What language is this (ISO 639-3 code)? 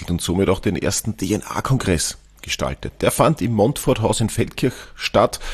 deu